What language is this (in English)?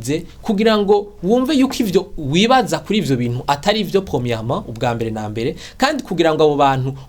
Rundi